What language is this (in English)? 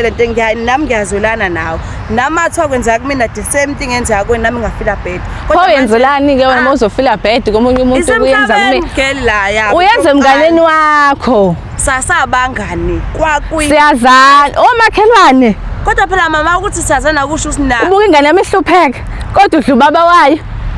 Zulu